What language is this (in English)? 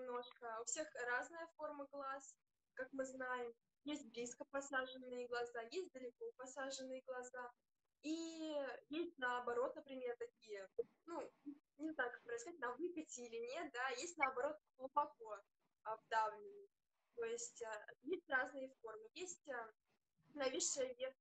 Russian